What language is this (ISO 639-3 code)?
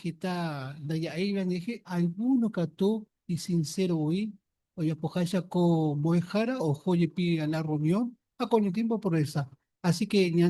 grn